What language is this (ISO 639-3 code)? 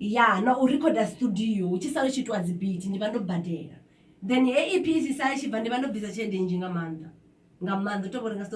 ven